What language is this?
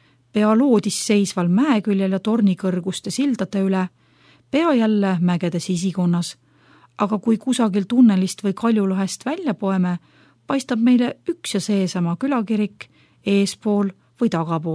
Estonian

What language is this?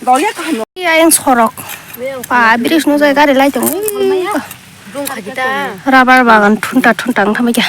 Kok Borok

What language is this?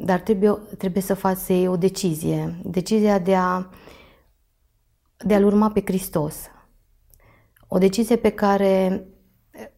Romanian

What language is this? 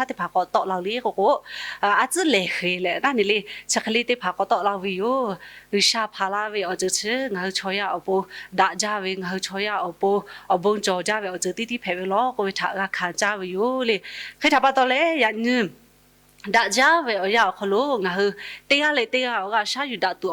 Lahu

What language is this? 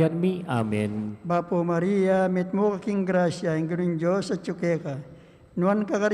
Pampanga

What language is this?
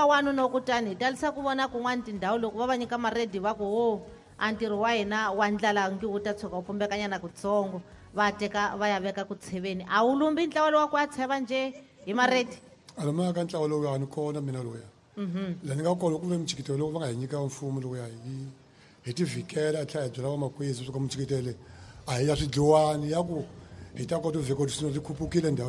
Tsonga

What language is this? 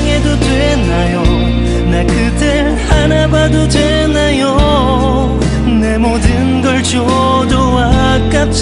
Korean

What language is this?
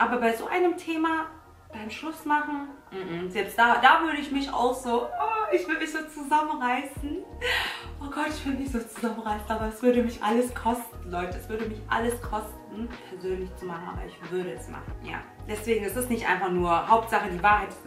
German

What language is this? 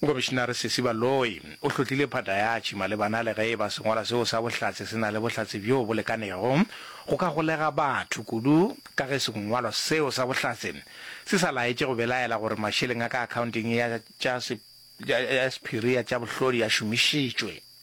Northern Sotho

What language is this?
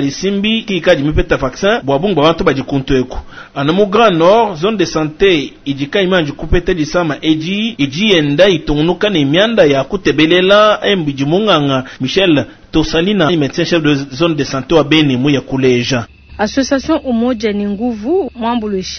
Luba-Lulua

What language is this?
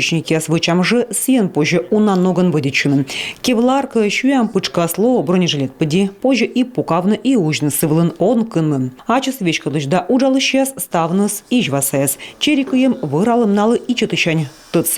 Komi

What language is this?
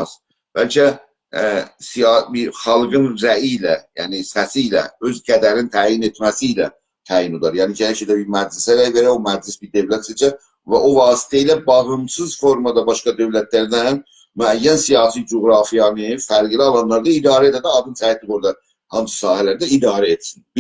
South Azerbaijani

